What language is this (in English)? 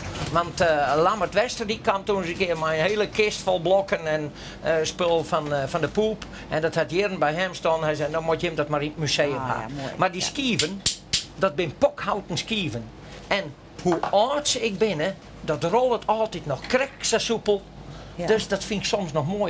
Western Frisian